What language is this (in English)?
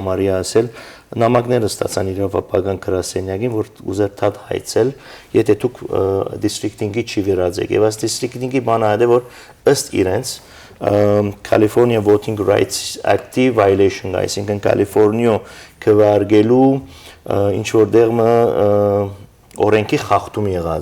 Western Armenian